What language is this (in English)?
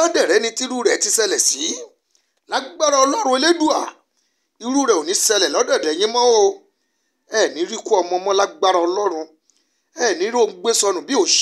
Yoruba